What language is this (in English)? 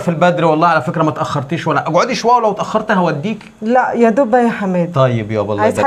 Egyptian Arabic